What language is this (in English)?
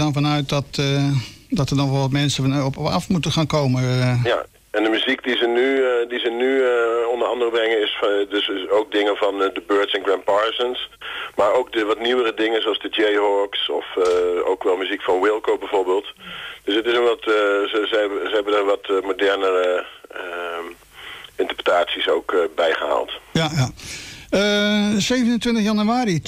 Dutch